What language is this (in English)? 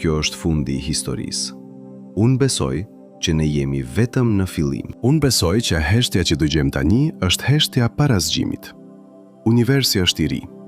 Albanian